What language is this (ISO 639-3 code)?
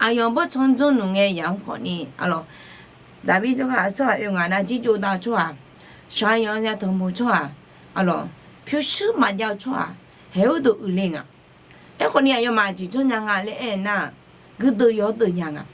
ahk